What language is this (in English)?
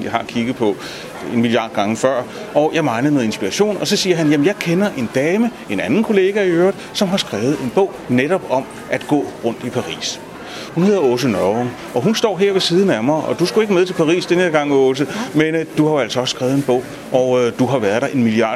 Danish